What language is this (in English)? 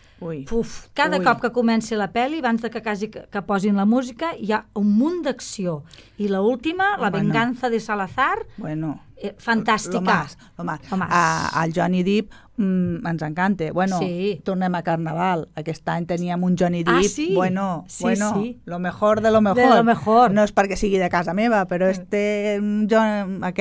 Catalan